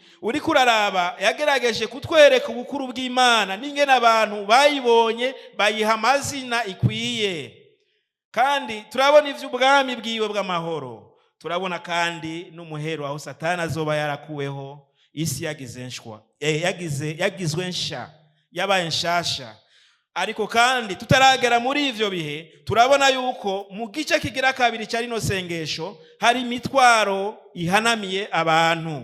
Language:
Rundi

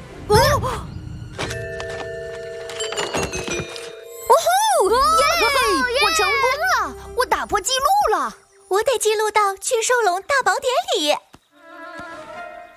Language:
Chinese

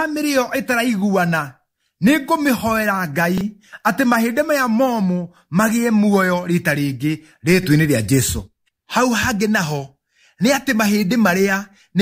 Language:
Kikuyu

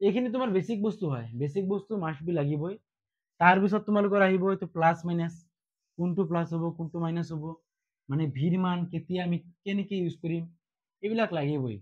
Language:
Assamese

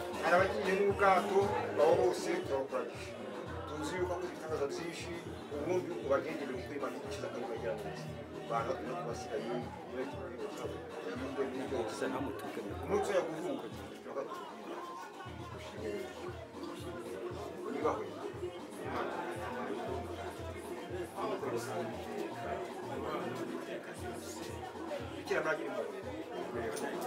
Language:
Kinyarwanda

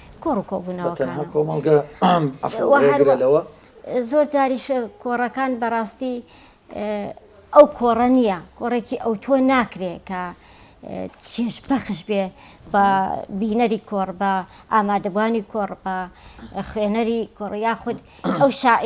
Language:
Central Kurdish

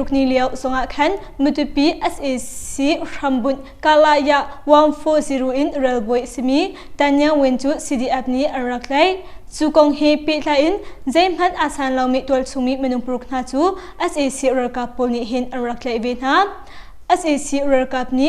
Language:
Hakha Chin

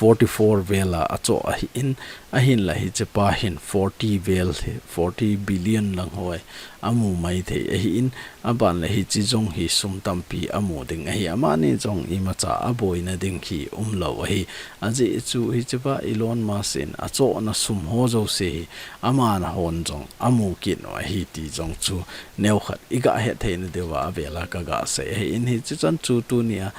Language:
Thado Chin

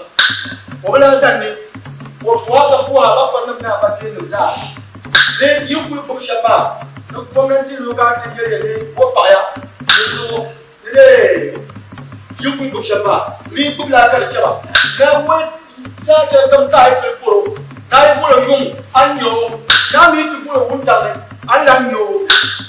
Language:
Dagbani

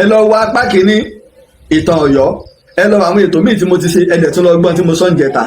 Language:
Yoruba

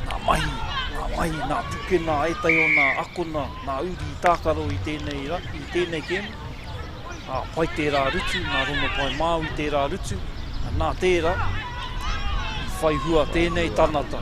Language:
Māori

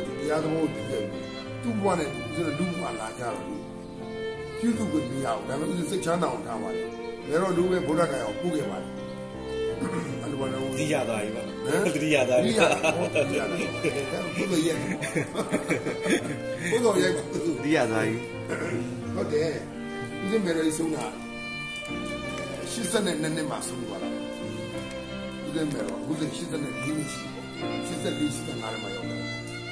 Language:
Burmese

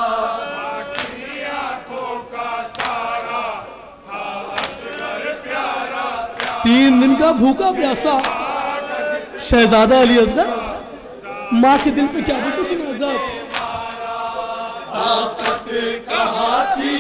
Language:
Urdu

